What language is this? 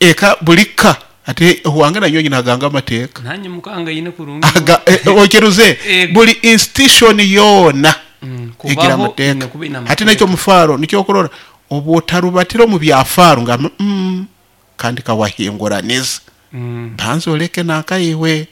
Nyoro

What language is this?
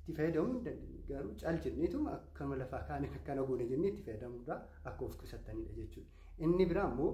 Oromo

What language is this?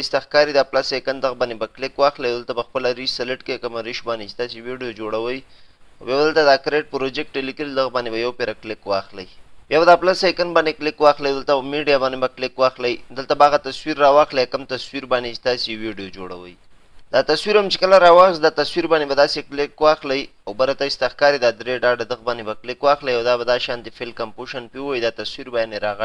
Pashto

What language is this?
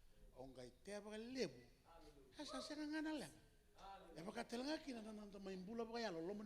Fijian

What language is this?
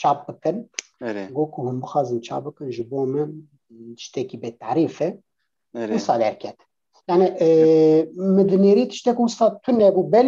Kurdish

